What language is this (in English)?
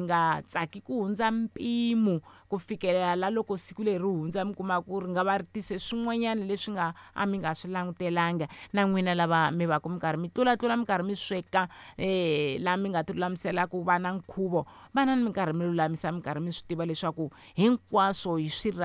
Tsonga